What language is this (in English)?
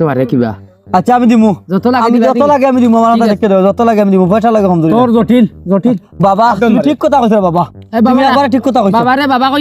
Sylheti